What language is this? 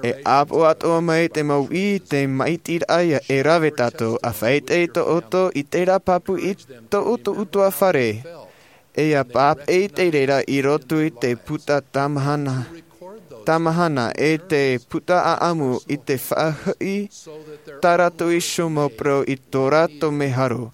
Tahitian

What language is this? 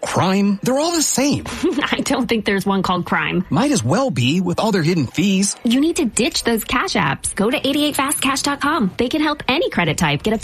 English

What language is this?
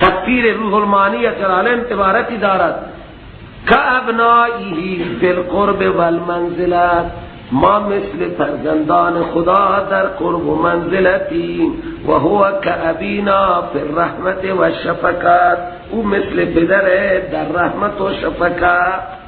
Persian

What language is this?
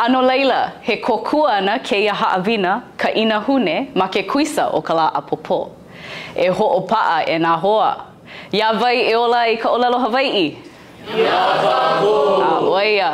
Hawaiian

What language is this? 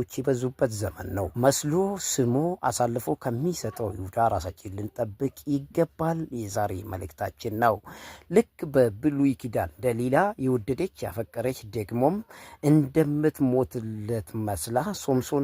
Amharic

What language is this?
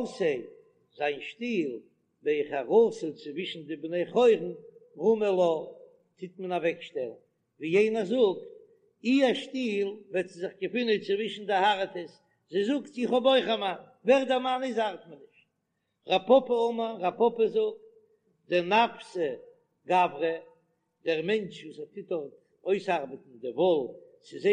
Yiddish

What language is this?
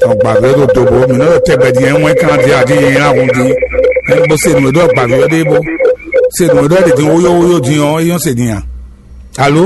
Fon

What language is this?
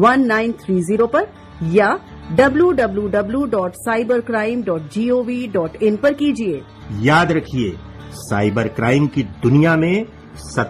Hindi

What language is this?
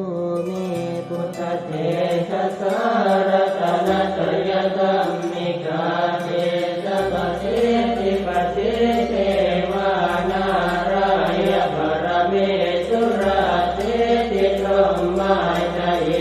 Pali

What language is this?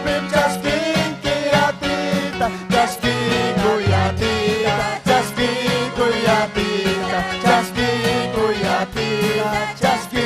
Ayacucho Quechua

